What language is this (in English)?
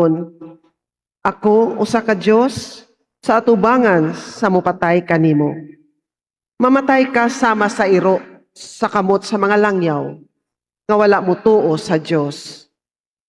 Cebuano